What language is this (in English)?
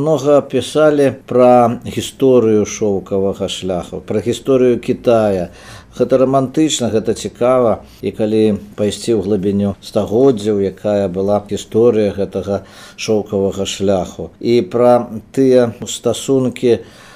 Belarusian